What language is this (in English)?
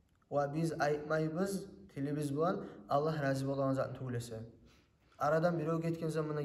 Kumyk